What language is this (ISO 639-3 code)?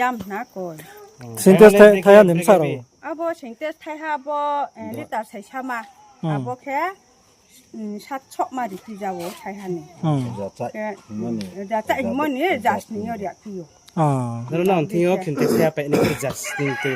ria